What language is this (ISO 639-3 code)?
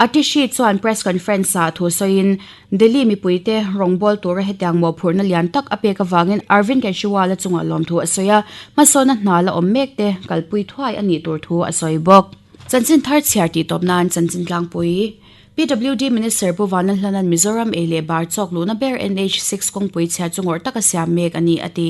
lus